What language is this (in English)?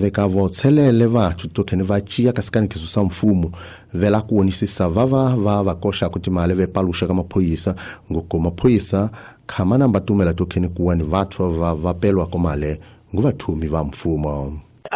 Tsonga